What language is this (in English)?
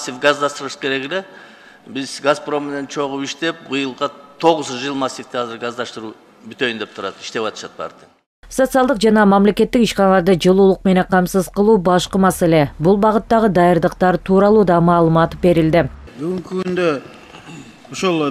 Kyrgyz